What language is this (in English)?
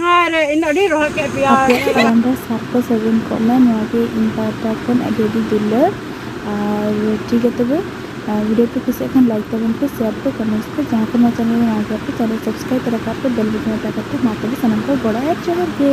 Santali